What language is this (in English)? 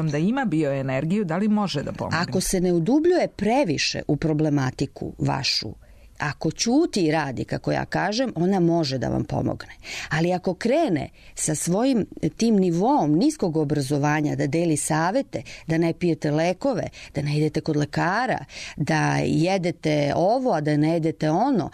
Serbian